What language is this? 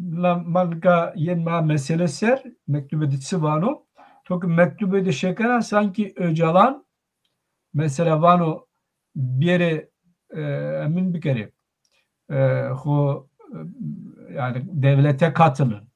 Zaza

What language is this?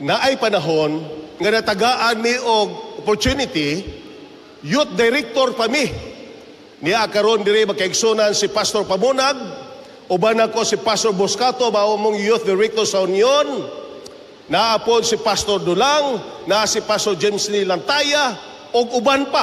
Cebuano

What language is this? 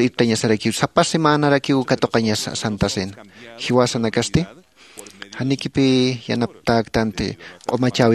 Aymara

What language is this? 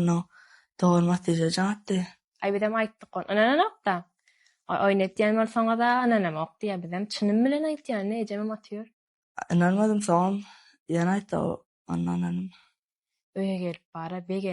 Turkmen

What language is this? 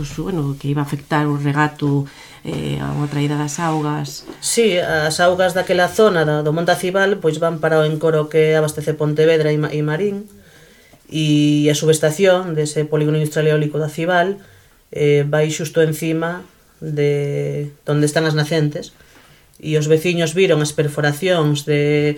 Galician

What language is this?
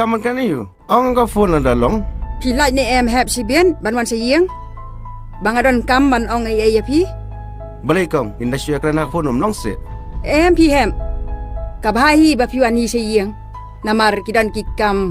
Khasi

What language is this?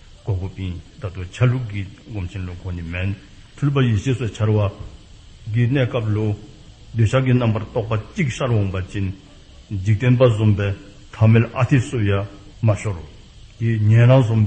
Dzongkha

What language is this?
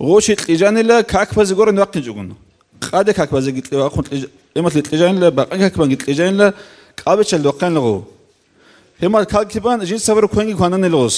Avaric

